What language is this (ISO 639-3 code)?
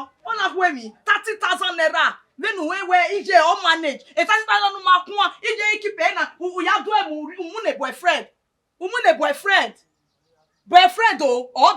bin